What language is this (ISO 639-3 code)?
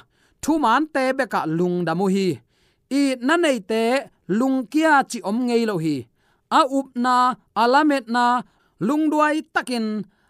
ctd